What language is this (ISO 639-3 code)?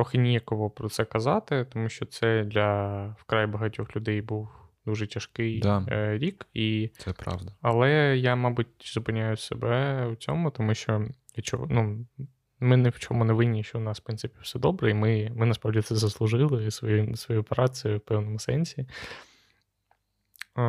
ukr